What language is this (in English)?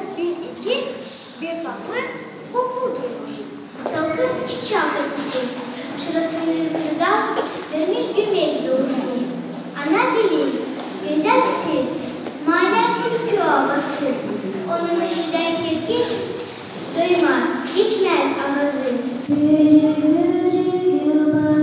Gagauz